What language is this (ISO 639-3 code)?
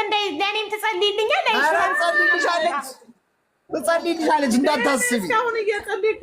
amh